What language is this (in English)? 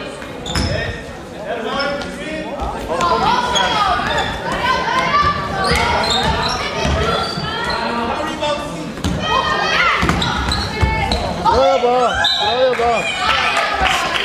Norwegian